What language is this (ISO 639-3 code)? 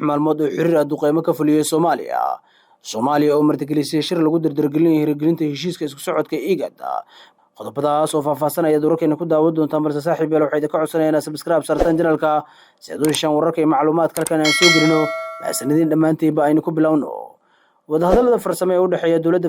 som